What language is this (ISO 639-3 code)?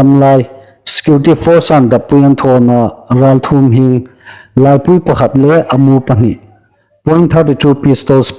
hmr